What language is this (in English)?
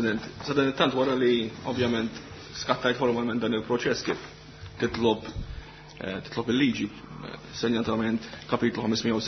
Maltese